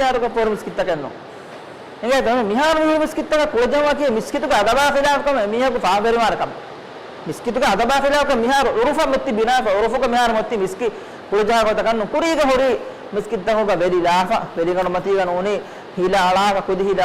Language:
Divehi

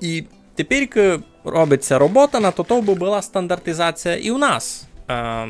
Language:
Rusyn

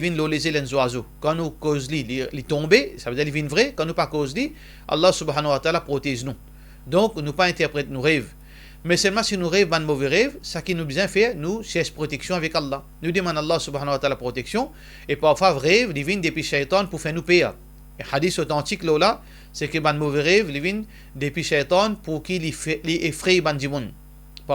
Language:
Morisyen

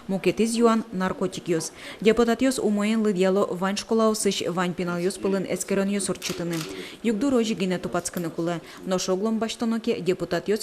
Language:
Udmurt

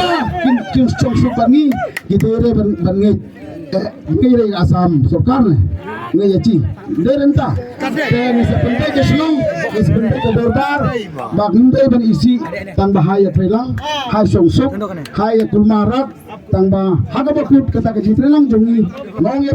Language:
Khasi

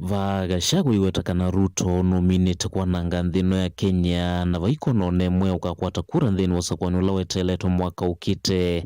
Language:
Kamba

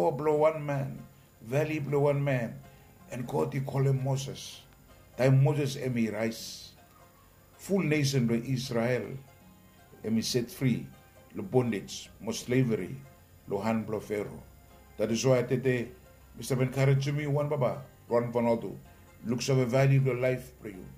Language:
Bislama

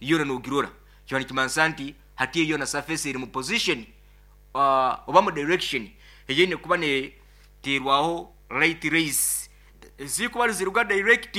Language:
Nyoro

